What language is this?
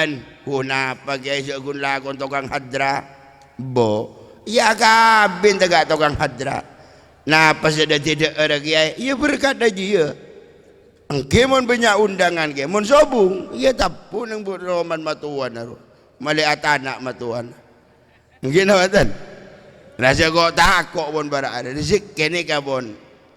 Madurese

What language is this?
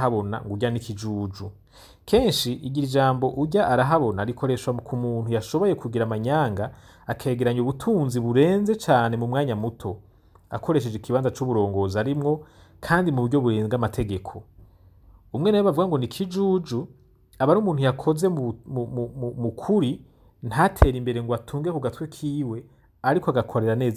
Rundi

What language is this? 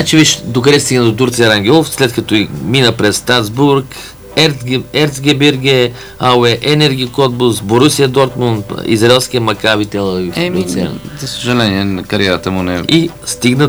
Bulgarian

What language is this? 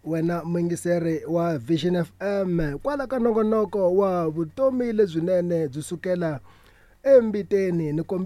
Tsonga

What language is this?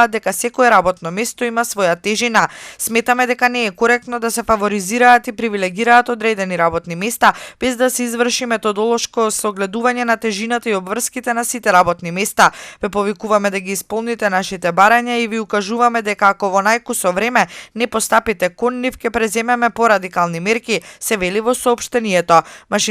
Macedonian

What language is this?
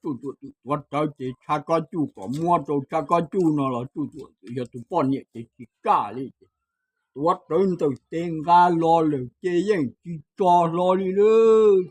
Hmong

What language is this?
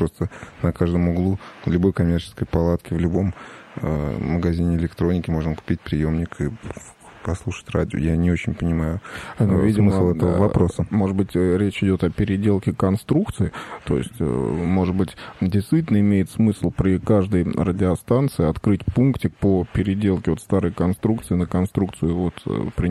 Russian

